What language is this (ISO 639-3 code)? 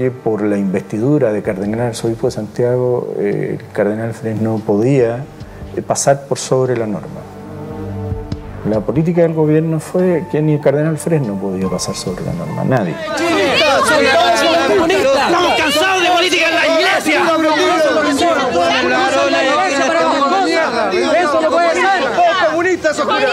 spa